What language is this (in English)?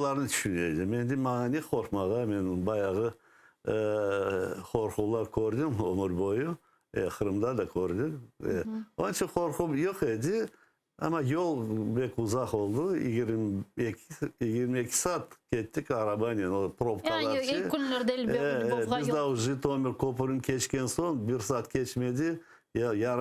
Crimean Tatar